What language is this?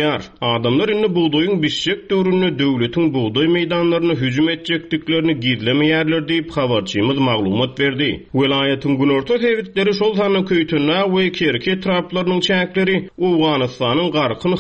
Turkmen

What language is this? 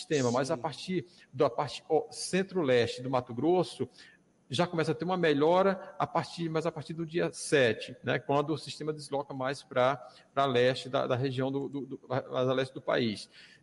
Portuguese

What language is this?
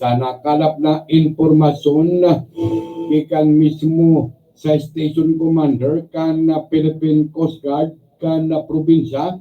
Bikol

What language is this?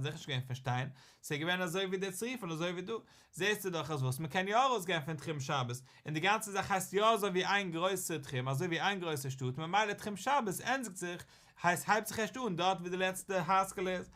Yiddish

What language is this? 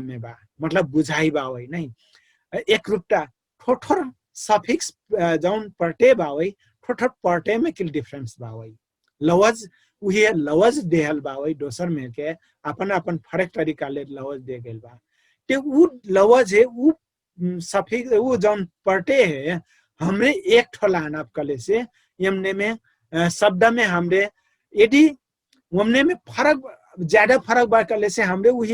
Dangaura Tharu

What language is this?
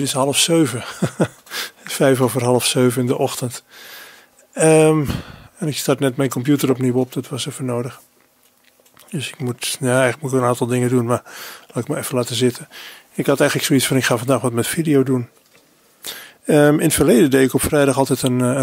Dutch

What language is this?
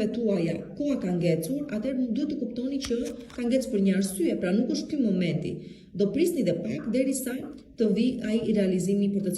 Albanian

